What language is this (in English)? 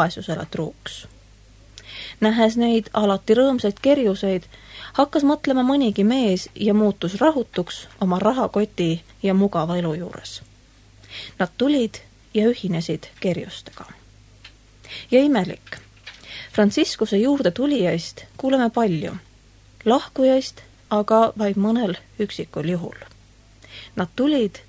Estonian